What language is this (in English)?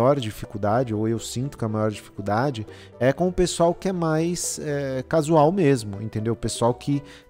Portuguese